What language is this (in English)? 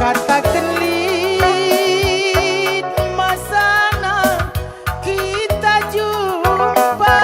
Batak Karo